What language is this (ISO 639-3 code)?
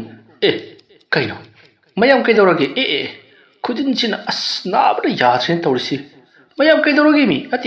mni